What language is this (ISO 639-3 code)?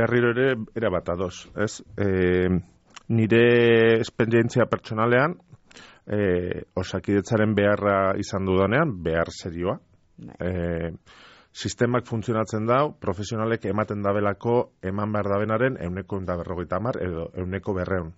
eus